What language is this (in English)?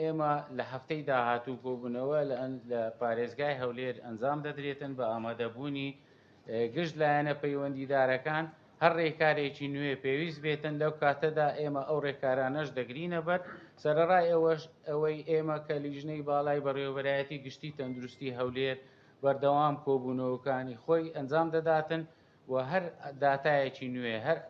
Central Kurdish